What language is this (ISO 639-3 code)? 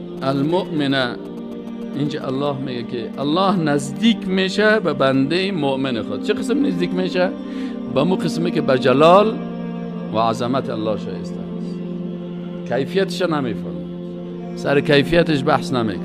fas